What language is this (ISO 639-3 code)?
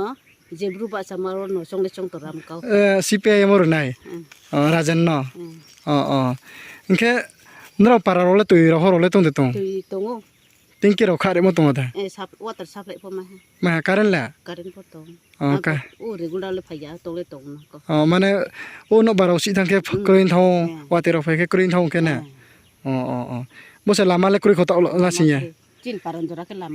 ria